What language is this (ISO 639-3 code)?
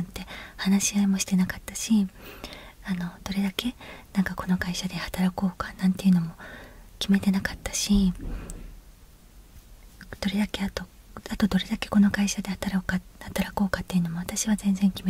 jpn